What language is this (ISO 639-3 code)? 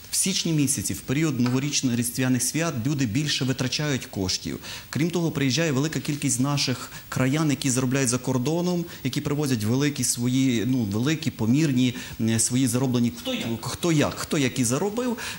ukr